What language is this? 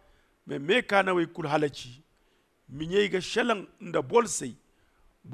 Zarma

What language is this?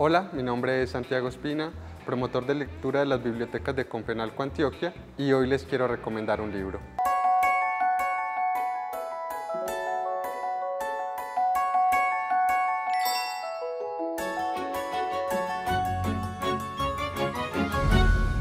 Spanish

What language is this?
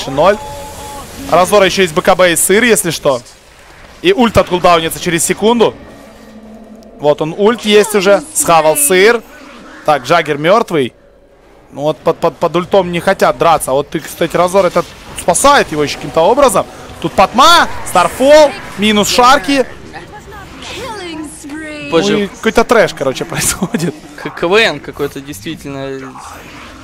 Russian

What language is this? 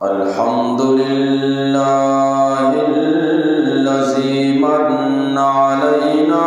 Eastern Balochi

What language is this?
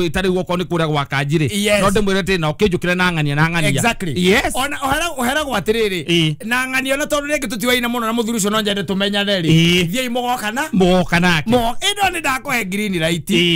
Kikuyu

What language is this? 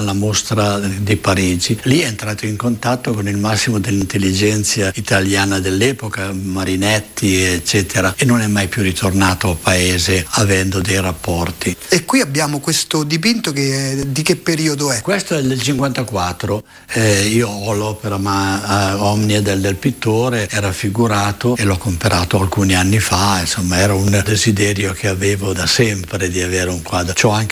Italian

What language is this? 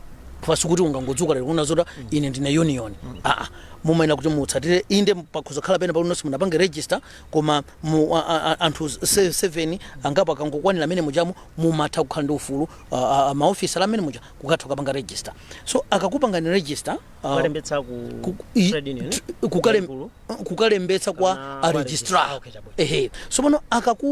Nyanja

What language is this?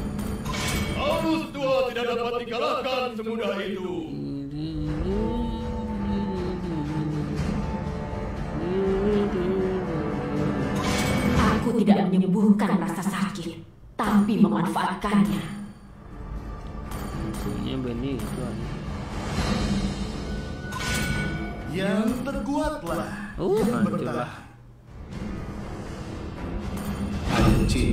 Indonesian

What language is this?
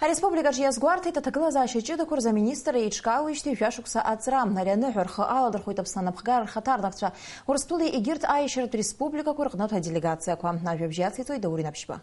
Abkhazian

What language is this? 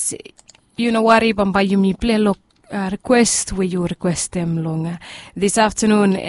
Bislama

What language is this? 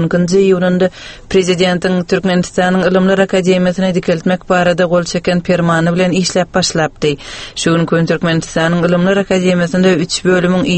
Turkmen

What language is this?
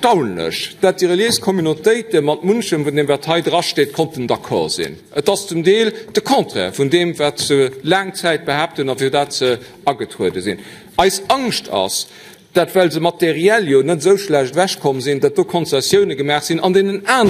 Luxembourgish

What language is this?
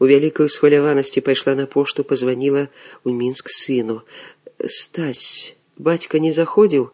Belarusian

